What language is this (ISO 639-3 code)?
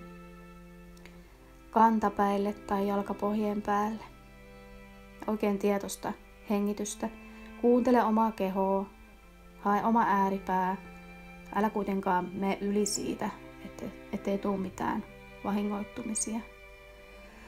fin